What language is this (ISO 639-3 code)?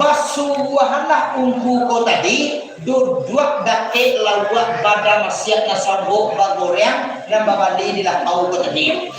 min